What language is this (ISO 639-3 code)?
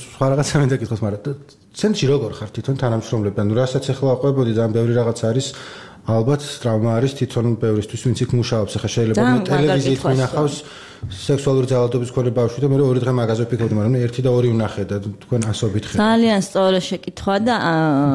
kat